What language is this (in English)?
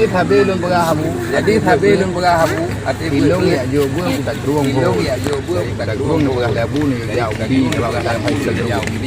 Achinese